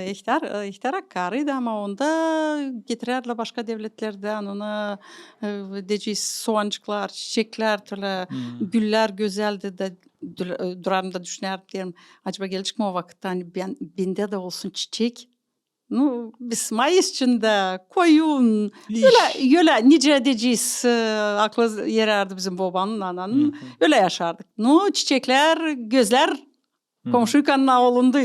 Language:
Gagauz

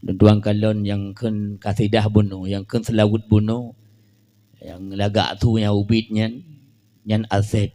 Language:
Achinese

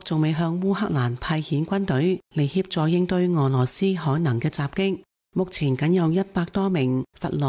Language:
Cantonese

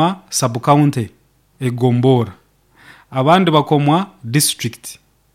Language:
Nyoro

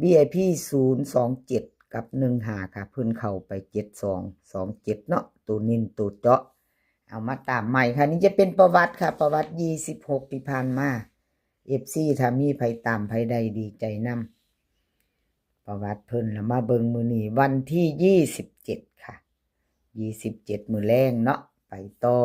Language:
Northeastern Thai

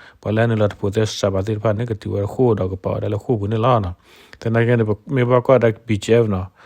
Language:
S'gaw Karen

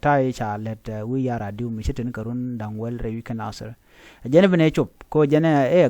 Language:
Nuer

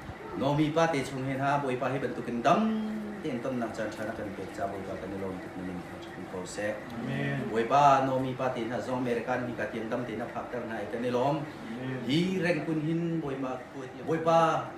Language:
Hakha Chin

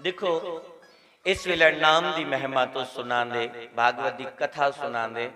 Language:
Dogri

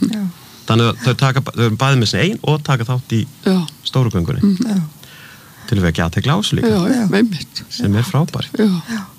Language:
Icelandic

